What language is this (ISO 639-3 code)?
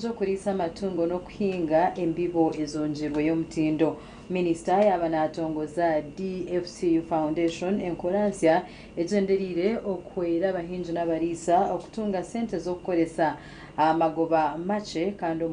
nyn